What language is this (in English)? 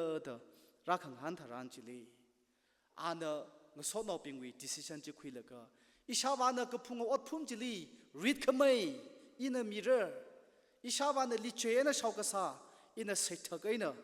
Tangkhul Naga (India)